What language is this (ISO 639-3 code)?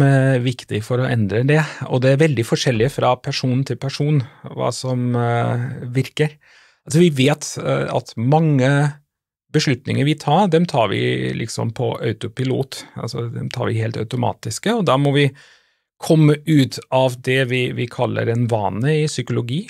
nor